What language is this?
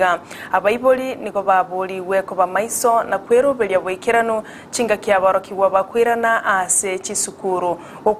Gusii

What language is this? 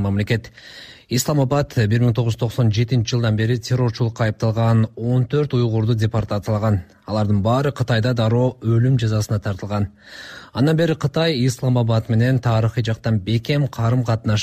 Kyrgyz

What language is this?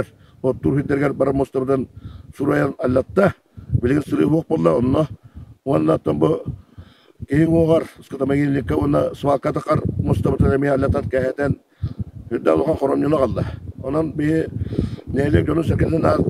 Yakut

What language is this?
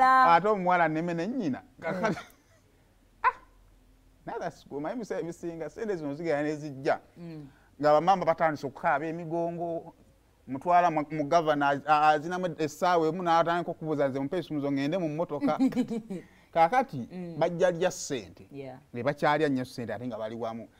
Ganda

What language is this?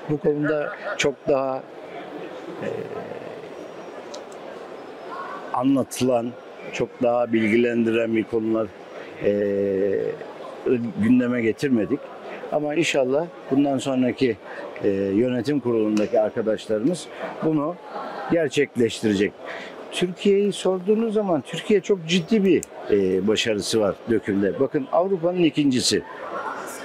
Turkish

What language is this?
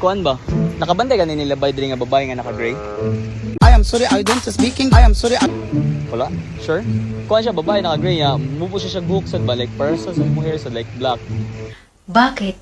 Cebuano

